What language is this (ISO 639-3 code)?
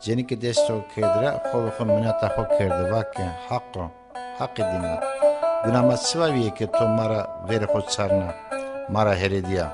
zza